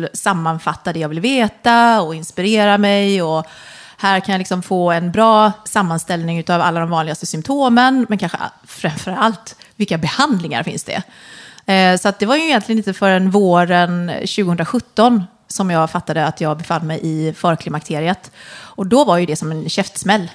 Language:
Swedish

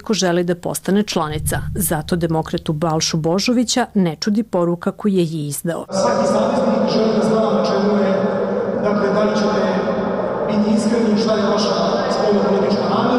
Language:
Serbian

